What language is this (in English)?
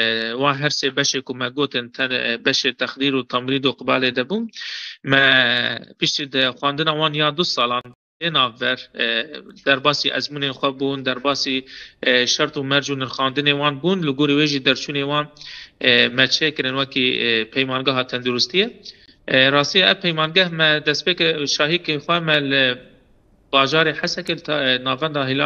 Kurdish